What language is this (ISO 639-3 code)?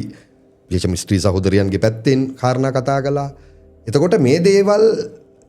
sin